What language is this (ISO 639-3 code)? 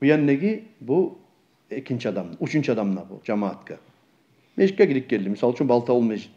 kum